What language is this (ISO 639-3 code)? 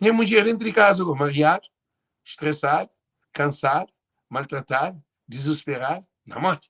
kea